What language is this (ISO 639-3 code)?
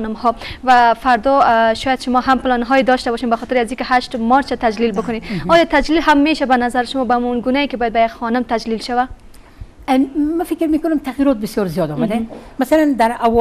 fas